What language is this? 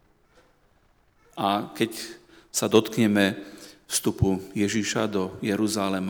Slovak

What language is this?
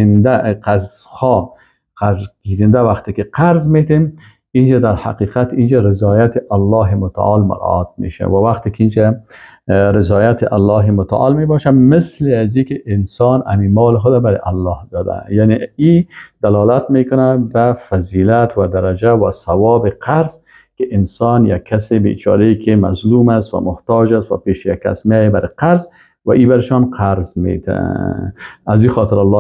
Persian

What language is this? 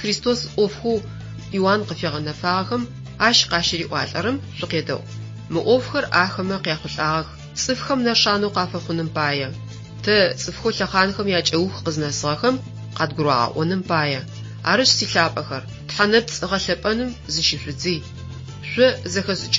Adyghe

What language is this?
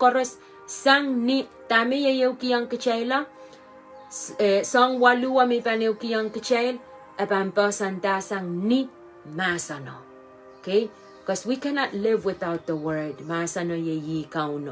Pohnpeian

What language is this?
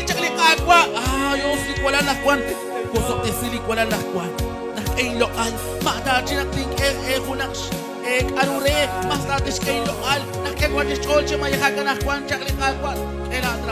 Kekchí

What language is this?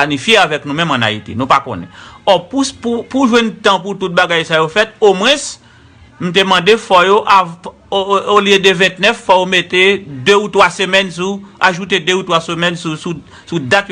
Haitian Creole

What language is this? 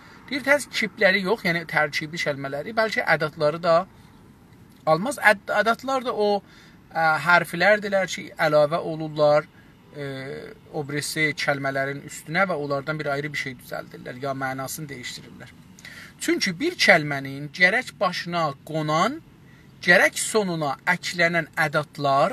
South Azerbaijani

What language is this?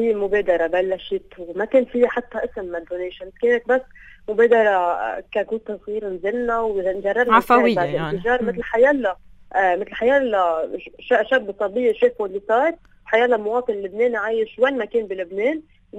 North Levantine Arabic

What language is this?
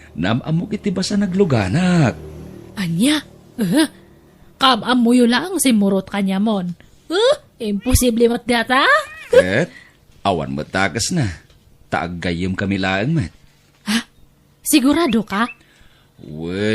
Iloko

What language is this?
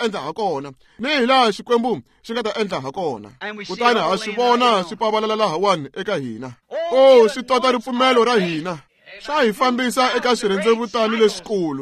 Tsonga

